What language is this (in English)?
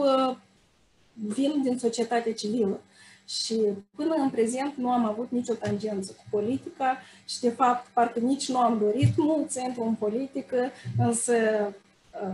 Romanian